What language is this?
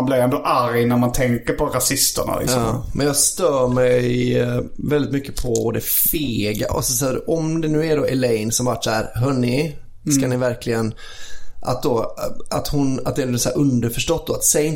Swedish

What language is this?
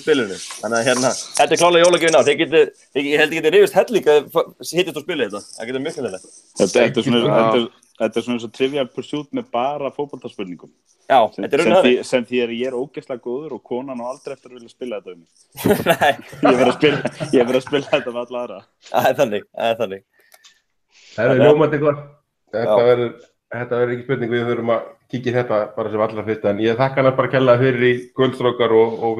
Icelandic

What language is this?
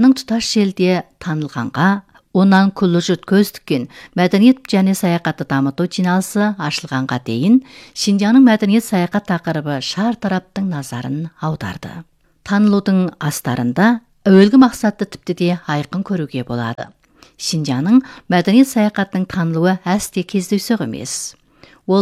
Kazakh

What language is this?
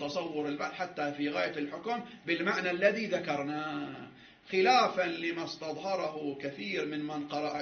Arabic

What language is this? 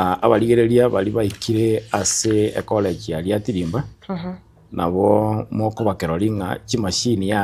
Gusii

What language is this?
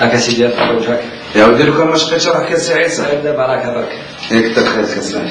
Algerian Arabic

